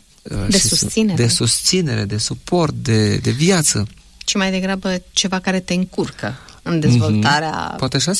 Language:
Romanian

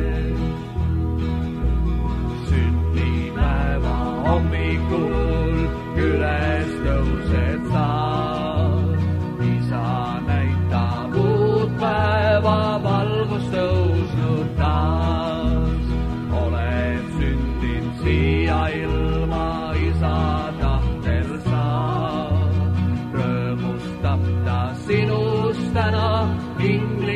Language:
Estonian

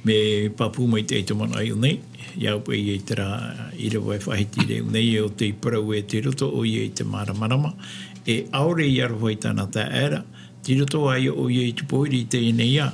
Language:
Tahitian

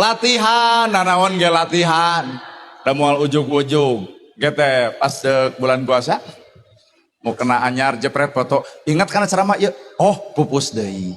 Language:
Sundanese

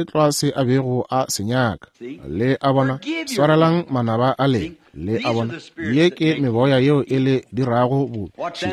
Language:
Northern Sotho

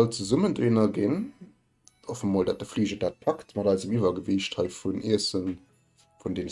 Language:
Luxembourgish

